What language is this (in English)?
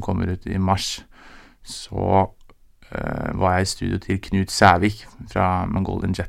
Norwegian